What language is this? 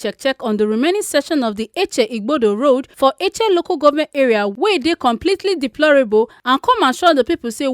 Nigerian Pidgin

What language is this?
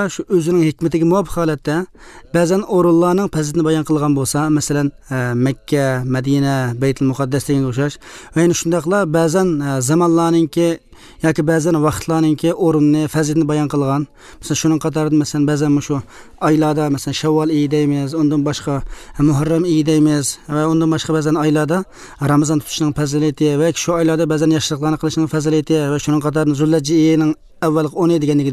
Uzbek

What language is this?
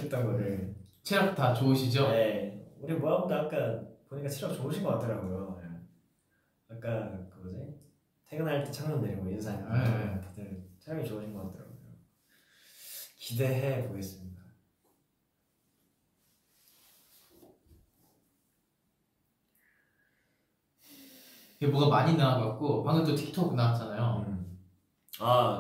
Korean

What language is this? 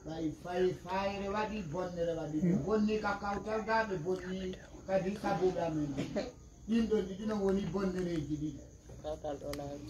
Pular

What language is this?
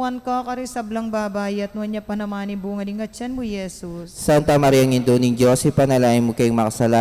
Pampanga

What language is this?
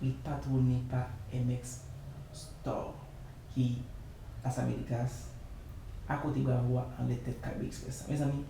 Haitian Creole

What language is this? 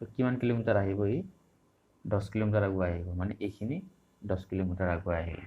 Assamese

